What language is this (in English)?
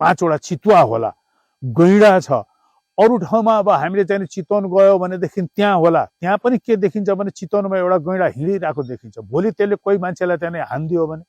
Nepali